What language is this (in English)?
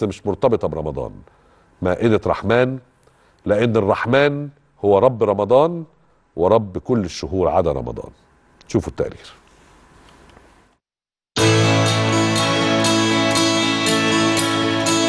Egyptian Arabic